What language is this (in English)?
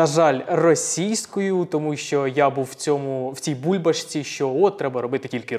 Ukrainian